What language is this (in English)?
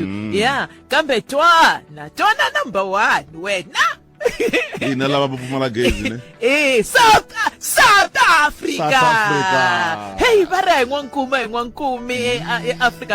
Tsonga